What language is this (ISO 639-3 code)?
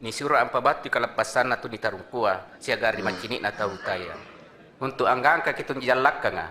mak